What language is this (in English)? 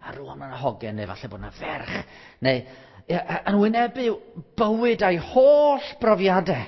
Welsh